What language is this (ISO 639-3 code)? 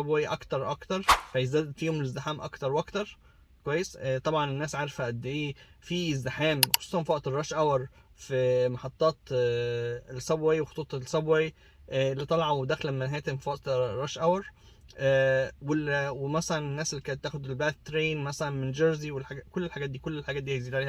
arz